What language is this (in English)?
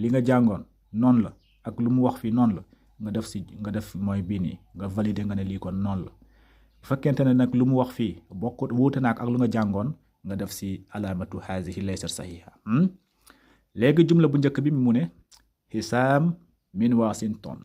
Wolof